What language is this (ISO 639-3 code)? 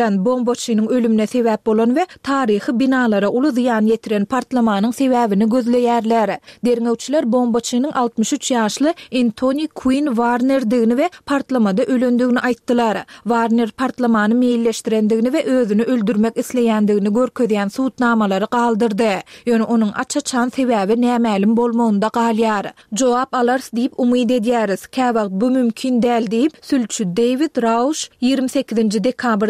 tuk